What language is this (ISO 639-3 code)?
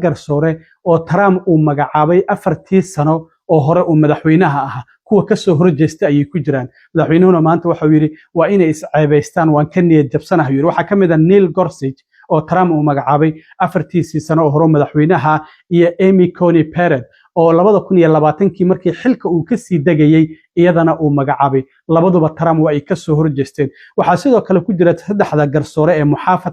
som